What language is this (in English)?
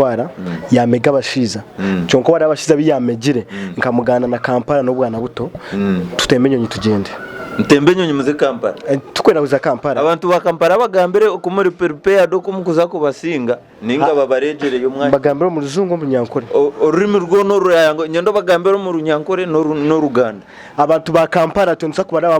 Nyankole